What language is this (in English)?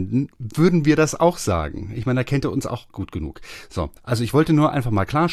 German